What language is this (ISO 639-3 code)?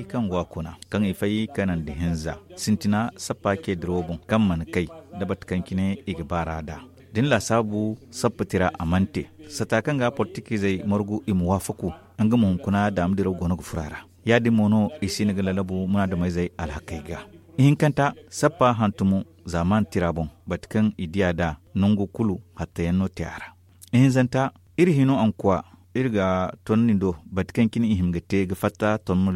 dje